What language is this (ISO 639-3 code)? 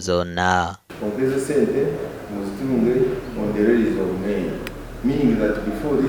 nyn